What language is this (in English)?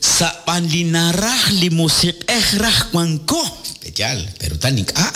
Kekchí